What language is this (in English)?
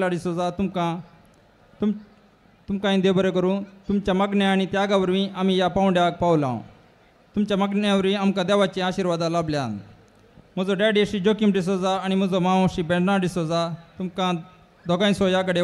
Konkani